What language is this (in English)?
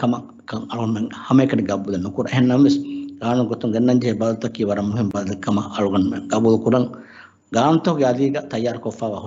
Divehi